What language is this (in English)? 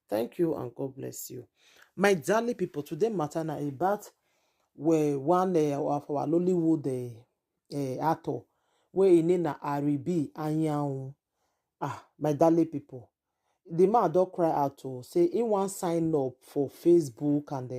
Nigerian Pidgin